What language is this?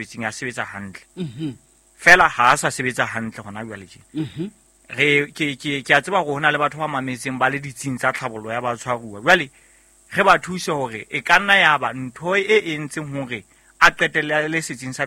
Southern Sotho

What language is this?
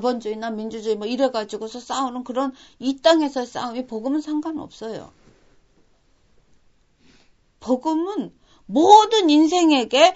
Korean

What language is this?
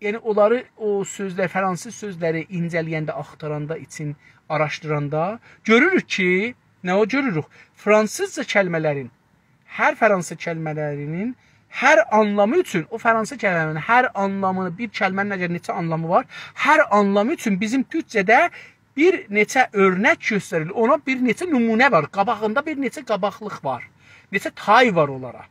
South Azerbaijani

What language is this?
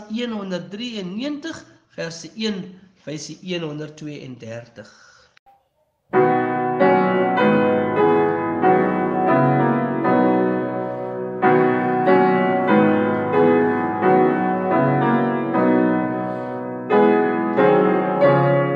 Afrikaans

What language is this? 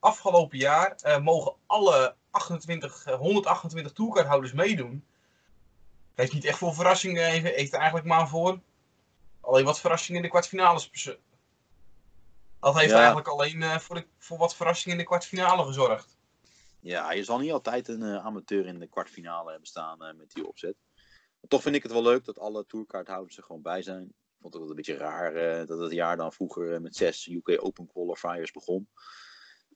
Dutch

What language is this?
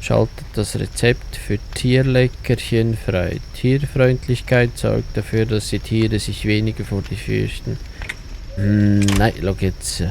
Swiss German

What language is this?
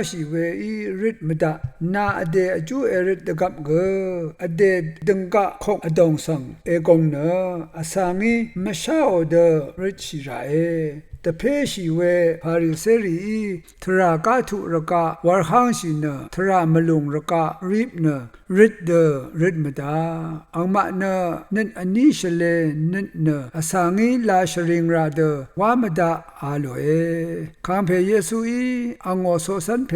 Rawang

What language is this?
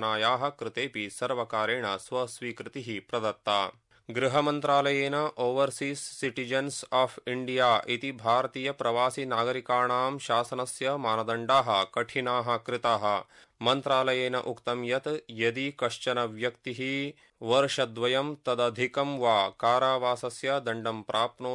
Sanskrit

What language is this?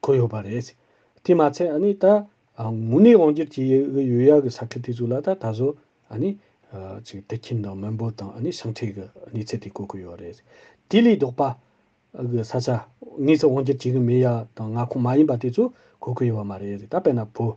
Tibetan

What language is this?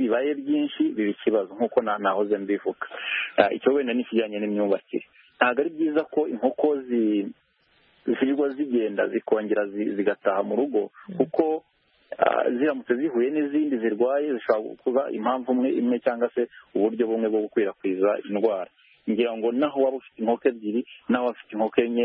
Kinyarwanda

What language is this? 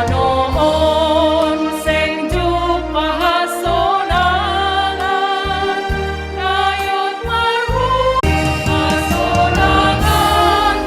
Batak Simalungun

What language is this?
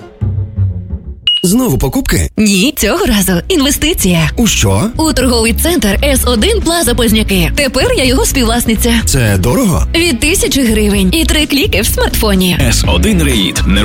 Ukrainian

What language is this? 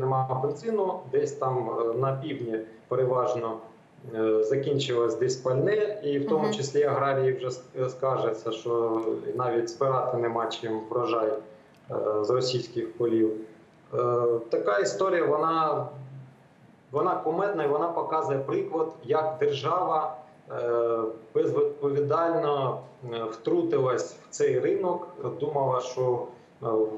Ukrainian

